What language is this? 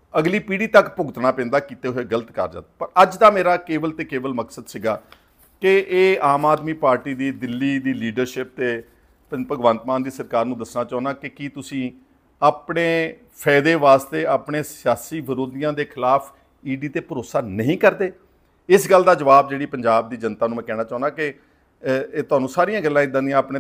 Punjabi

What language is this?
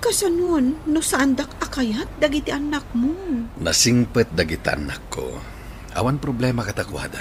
Iloko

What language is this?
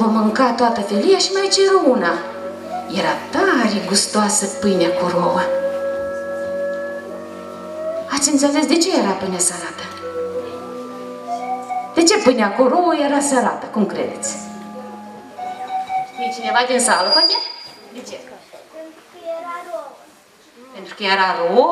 Romanian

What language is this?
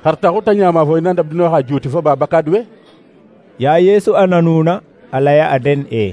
Serer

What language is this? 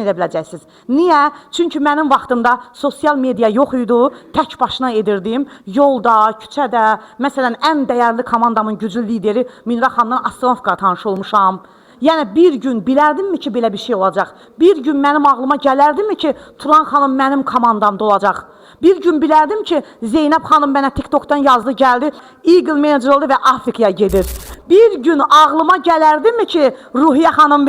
Azerbaijani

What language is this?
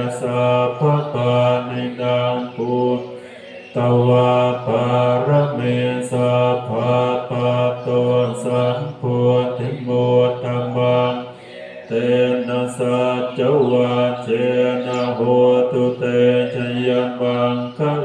Pali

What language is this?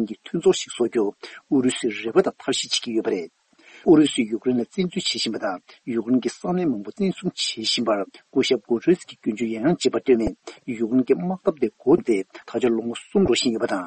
Tibetan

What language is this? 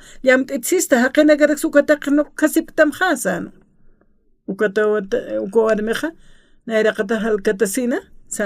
Aymara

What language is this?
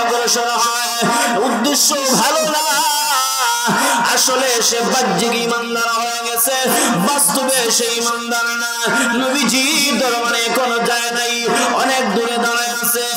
Bangla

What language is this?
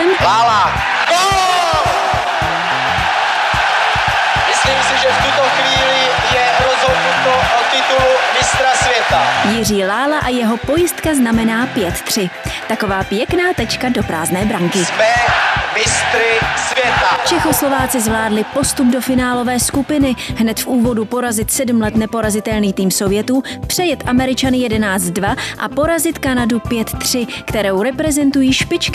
Czech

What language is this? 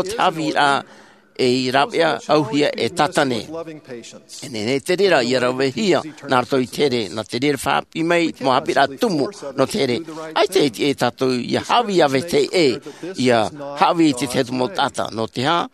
Tahitian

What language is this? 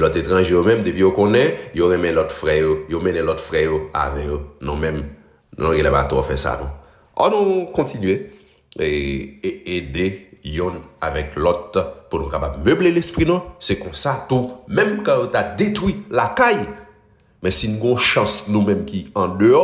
Haitian Creole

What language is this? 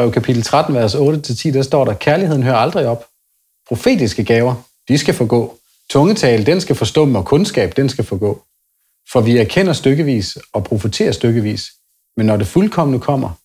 Danish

